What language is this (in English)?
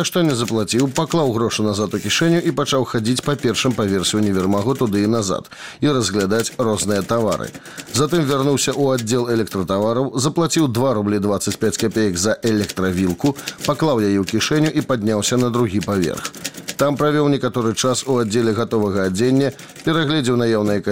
Belarusian